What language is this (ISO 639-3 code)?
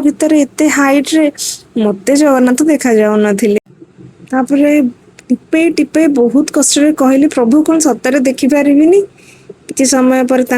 ori